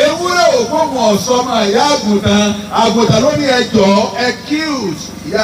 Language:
Yoruba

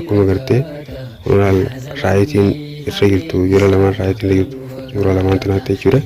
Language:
Oromo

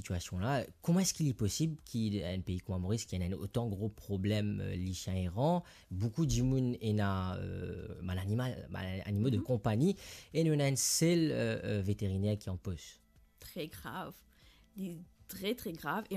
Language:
Morisyen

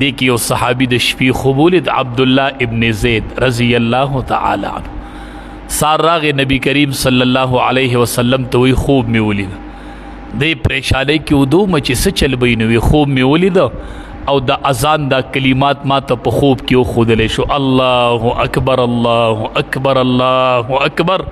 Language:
Pashto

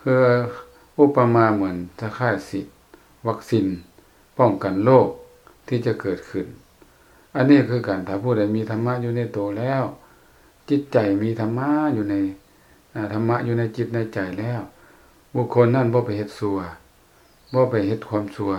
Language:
Lao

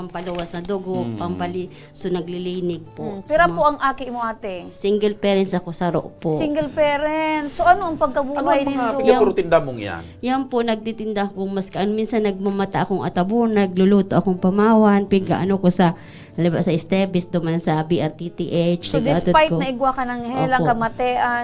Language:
Bikol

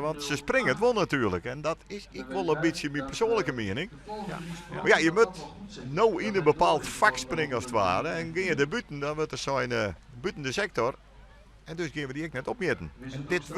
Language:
Western Frisian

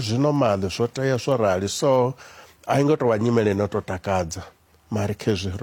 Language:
Venda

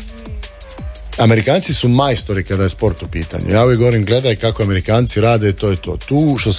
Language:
Croatian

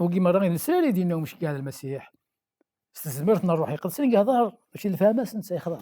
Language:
Kabyle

